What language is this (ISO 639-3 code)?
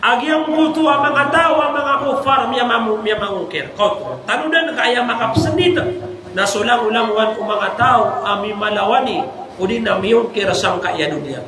mrw